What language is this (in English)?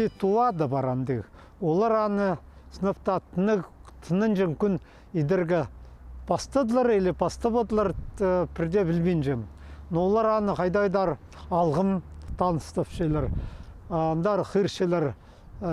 Khakas